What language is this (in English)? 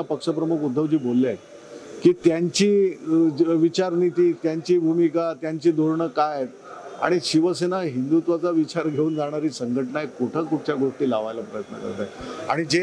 Marathi